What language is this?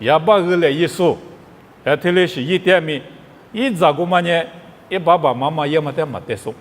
Lisu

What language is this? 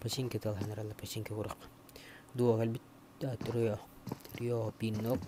Yakut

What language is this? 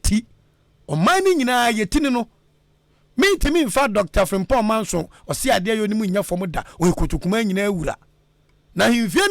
Akan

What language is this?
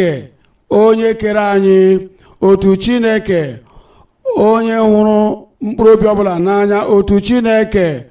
Igbo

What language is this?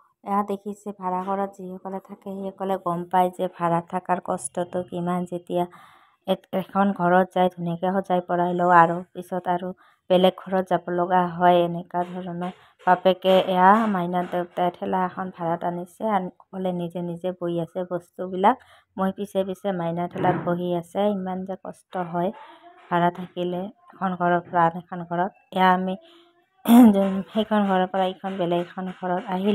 Assamese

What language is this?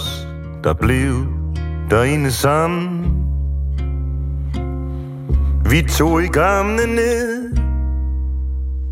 Danish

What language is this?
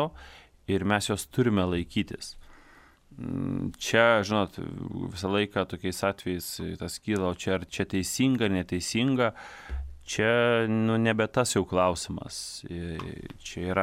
Lithuanian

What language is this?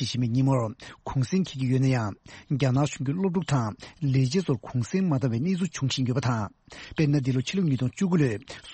Tibetan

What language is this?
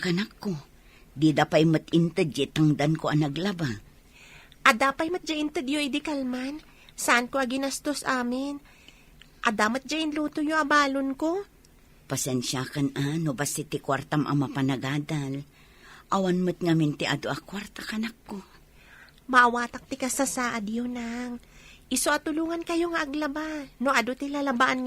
Iloko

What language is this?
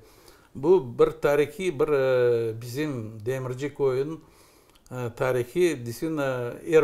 Crimean Tatar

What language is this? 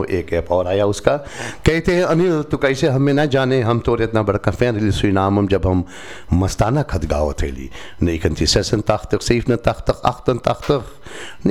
Hindi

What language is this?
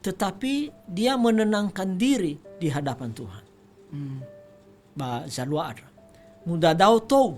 Nias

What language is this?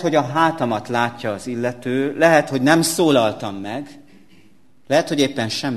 Hungarian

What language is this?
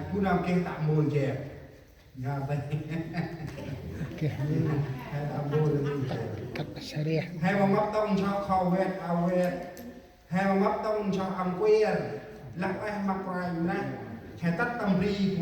Central Mnong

